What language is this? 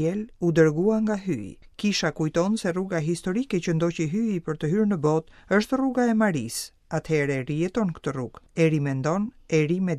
Albanian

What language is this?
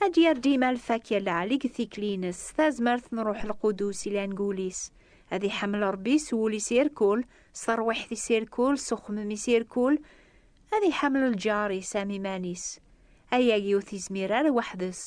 Kabyle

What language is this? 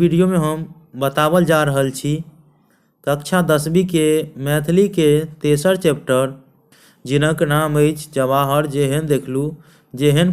Maithili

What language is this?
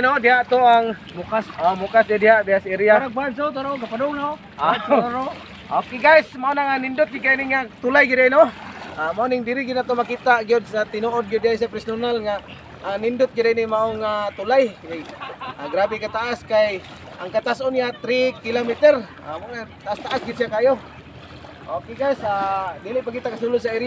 Cebuano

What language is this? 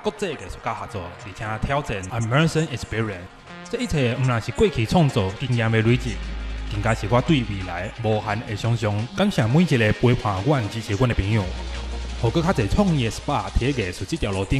Min Nan Chinese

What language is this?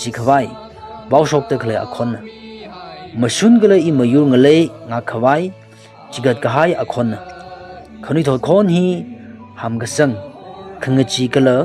Tangkhul Naga (India)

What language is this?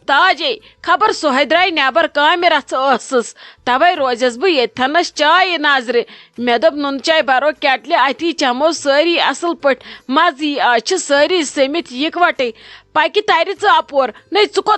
Kashmiri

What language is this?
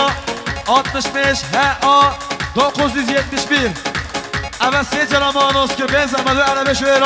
Kurdish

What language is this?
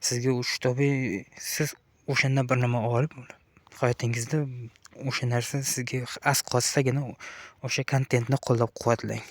Uzbek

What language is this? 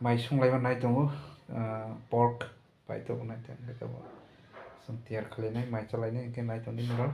Kok Borok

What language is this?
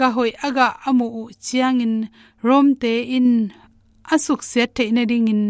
Tedim Chin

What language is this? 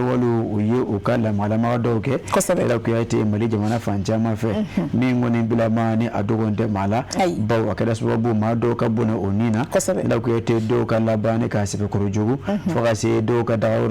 Bambara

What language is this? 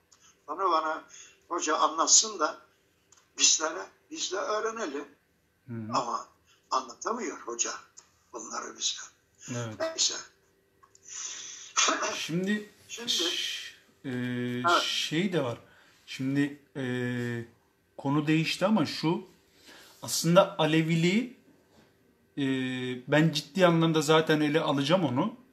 Turkish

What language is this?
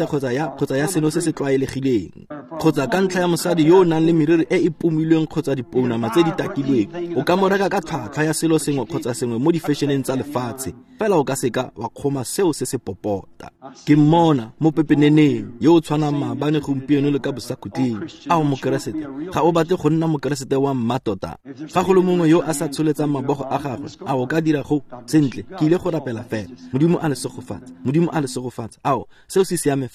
Tswana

